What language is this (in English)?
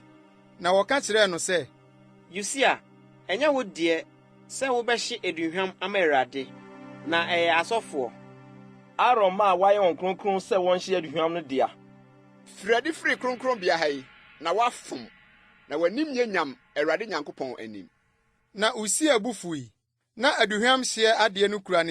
Akan